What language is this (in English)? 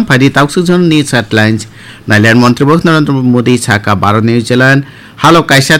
Kok Borok